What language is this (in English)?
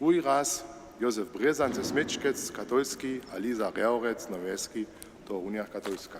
Upper Sorbian